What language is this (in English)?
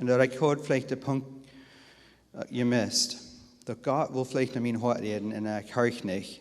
Plautdietsch